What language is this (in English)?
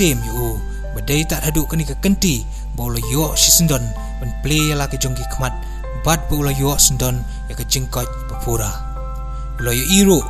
Khasi